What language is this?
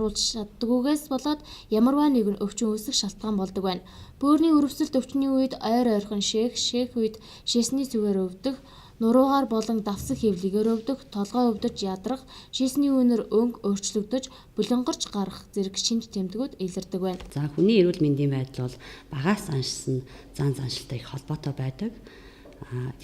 Mongolian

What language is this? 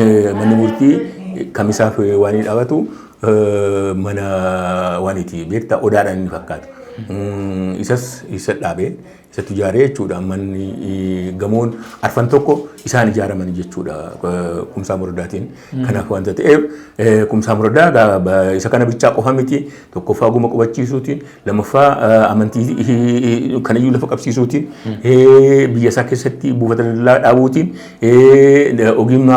Oromo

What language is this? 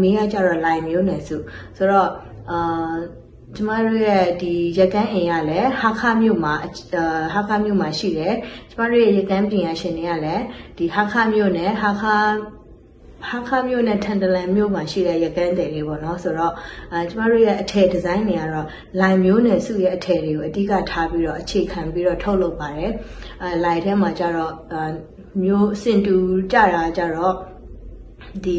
Burmese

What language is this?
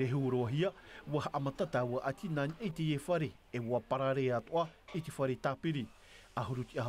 Tahitian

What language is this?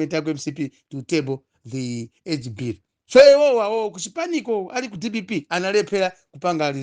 Nyanja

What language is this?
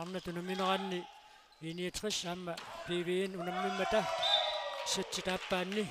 Kalaallisut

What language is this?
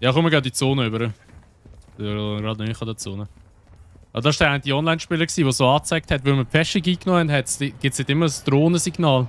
Swiss German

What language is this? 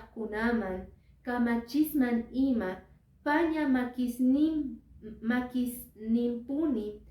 Quechua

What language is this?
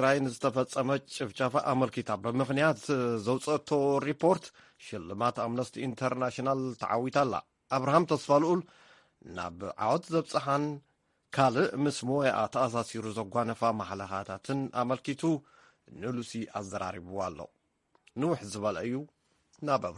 Tigrinya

